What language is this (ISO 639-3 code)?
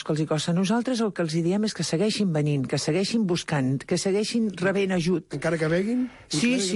cat